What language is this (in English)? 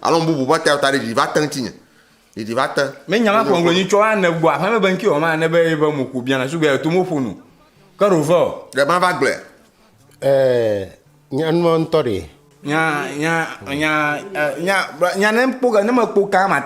Ewe